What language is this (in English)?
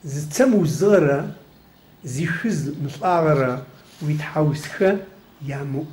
Adyghe